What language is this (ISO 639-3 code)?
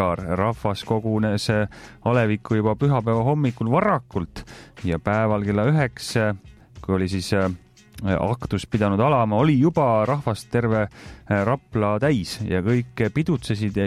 est